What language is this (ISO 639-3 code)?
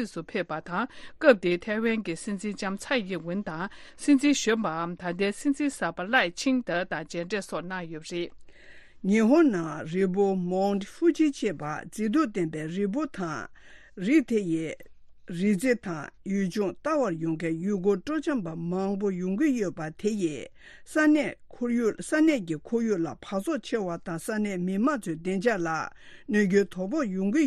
bod